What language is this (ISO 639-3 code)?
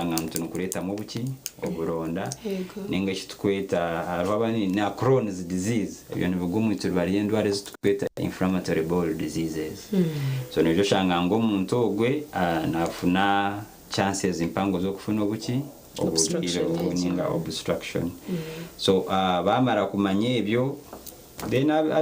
nyn